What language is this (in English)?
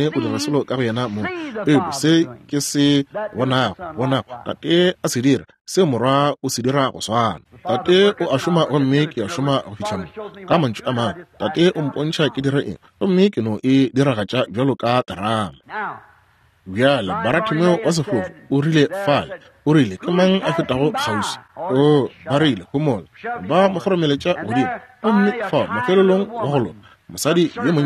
Northern Sotho